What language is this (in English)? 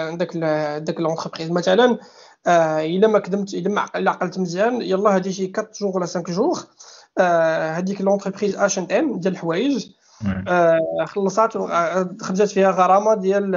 Moroccan Arabic